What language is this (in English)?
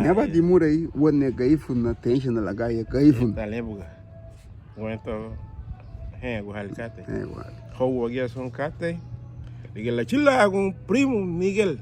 Garifuna